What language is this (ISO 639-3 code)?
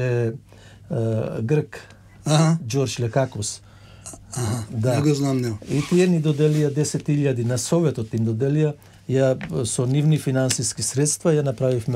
mkd